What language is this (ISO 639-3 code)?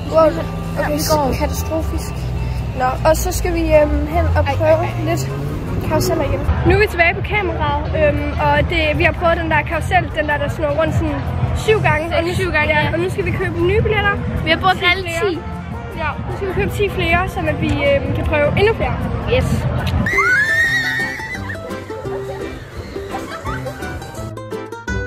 dan